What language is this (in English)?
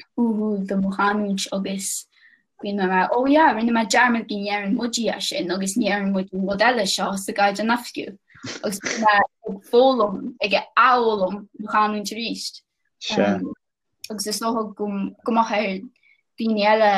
Irish